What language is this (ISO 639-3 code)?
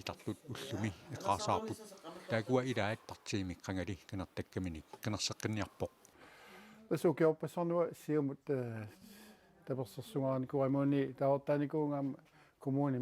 kal